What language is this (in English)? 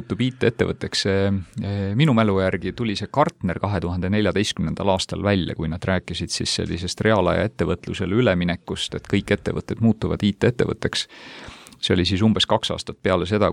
Estonian